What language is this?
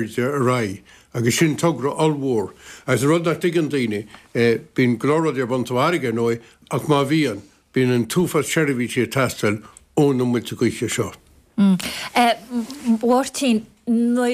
Irish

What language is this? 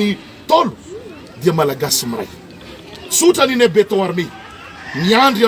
Malagasy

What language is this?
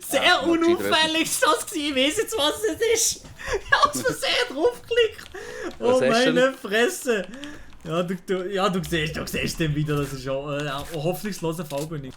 Swiss German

